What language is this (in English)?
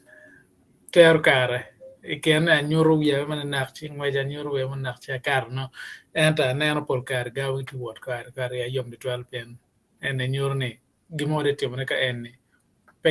Acoli